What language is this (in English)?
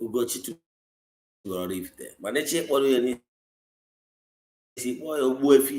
Igbo